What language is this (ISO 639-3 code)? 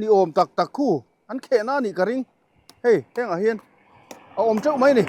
lus